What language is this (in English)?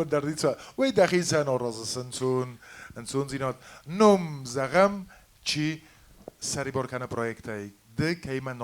Ossetic